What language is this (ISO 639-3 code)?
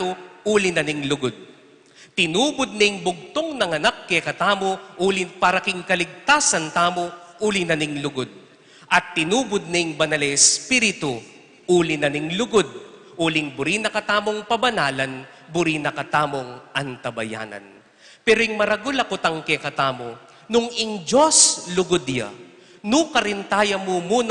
pam